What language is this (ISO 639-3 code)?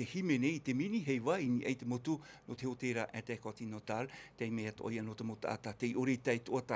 tah